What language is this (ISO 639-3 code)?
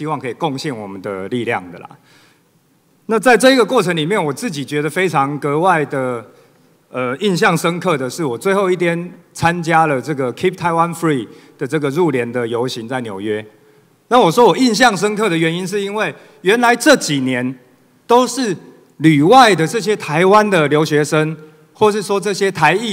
zho